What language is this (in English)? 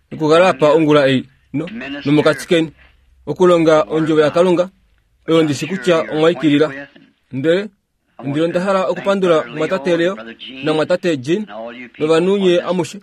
Kuanyama